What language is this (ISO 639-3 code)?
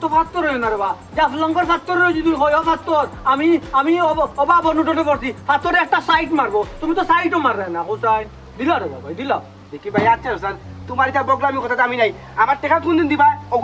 syl